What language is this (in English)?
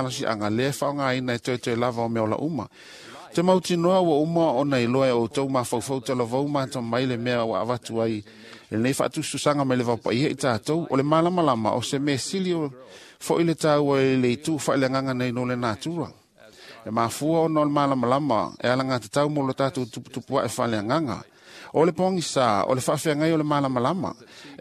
Samoan